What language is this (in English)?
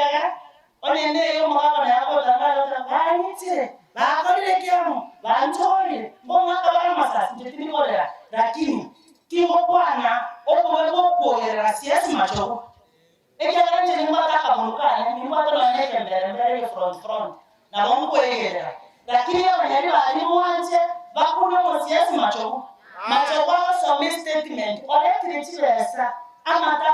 Gusii